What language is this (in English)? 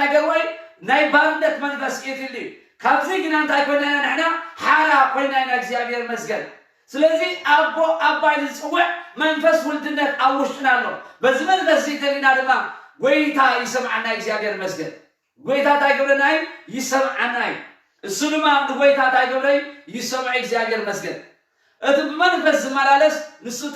Tigrinya